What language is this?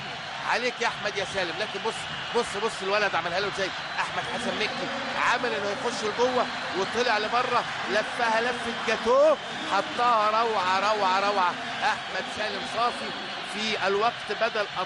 Egyptian Arabic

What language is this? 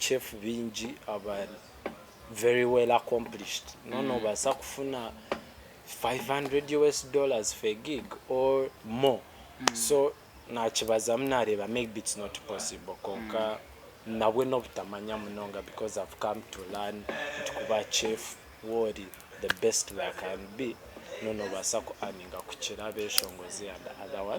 Nyankole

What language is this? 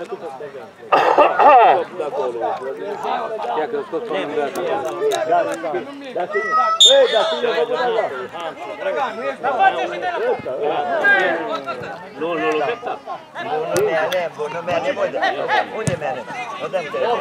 Romanian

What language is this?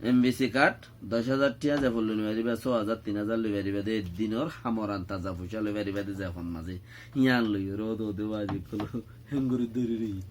Rohingya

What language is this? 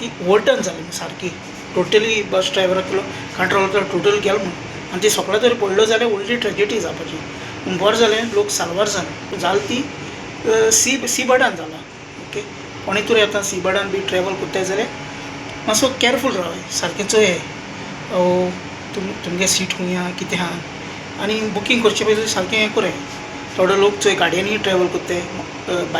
Konkani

